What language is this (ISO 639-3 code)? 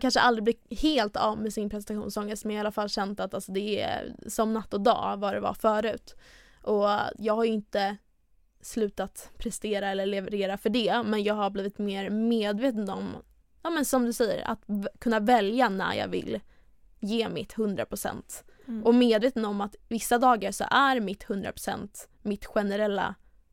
swe